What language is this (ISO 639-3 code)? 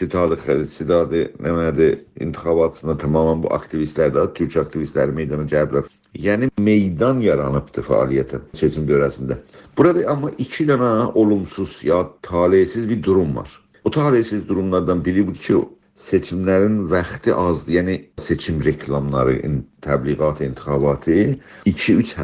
azb